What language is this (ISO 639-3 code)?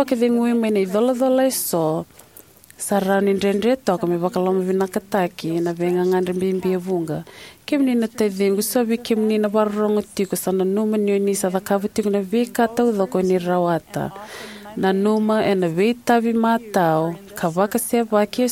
fij